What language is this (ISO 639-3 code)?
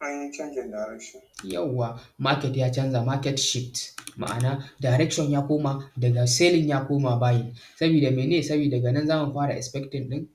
hau